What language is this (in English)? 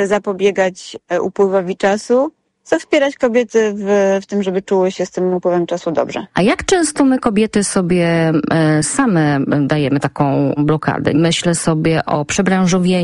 Polish